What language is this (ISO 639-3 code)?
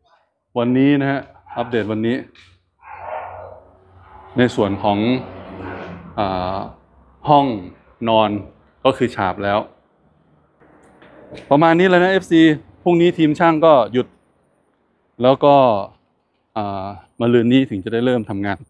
tha